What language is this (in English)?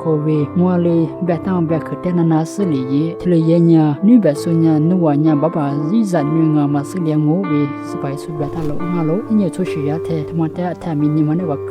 Lisu